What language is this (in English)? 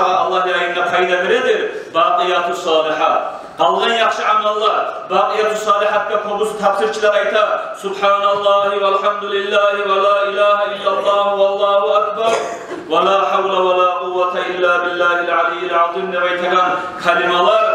Kumyk